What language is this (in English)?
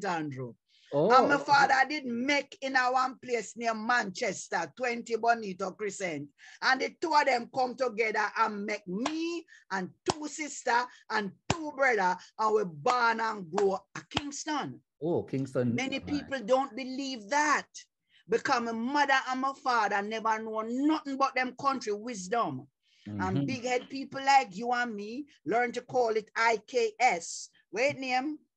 Jamaican Creole English